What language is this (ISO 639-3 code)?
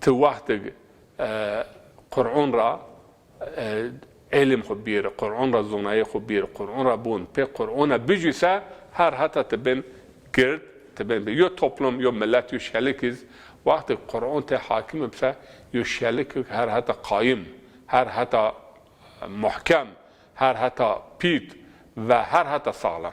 zza